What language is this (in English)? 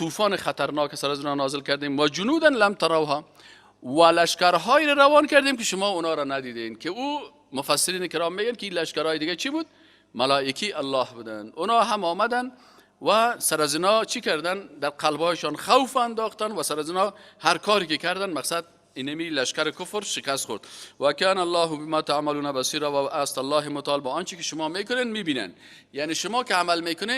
Persian